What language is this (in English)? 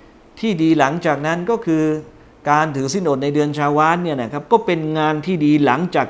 Thai